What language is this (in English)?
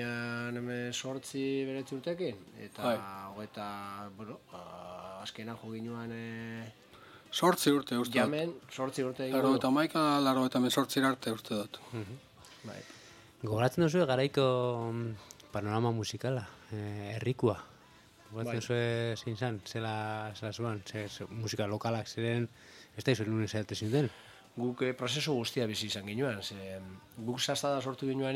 Basque